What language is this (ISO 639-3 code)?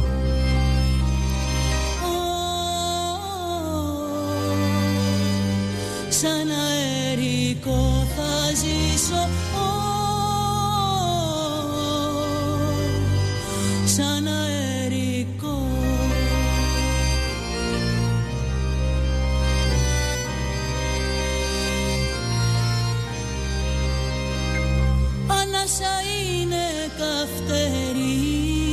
ell